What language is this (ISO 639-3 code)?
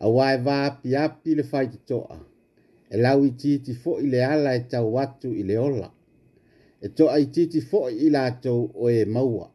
smo